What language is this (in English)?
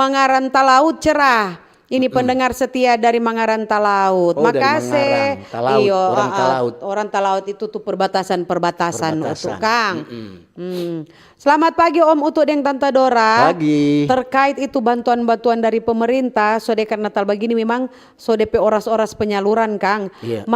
Manado Malay